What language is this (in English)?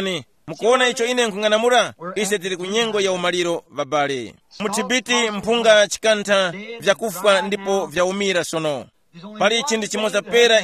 Tumbuka